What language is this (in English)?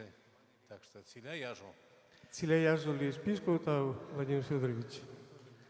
Western Mari